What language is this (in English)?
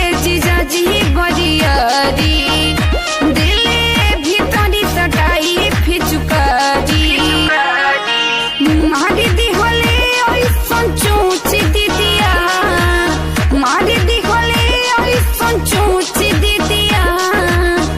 Bhojpuri